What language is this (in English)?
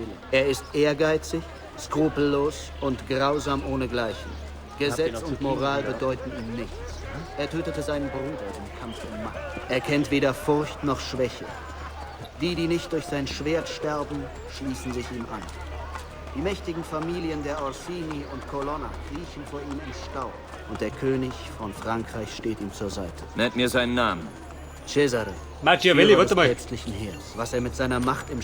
Bavarian